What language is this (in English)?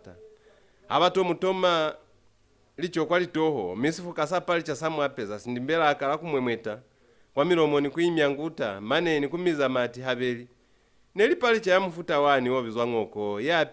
Lozi